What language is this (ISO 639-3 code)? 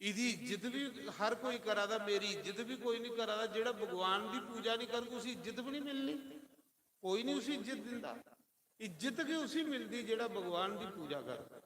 doi